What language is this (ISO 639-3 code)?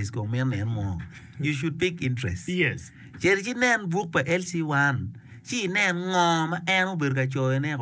ach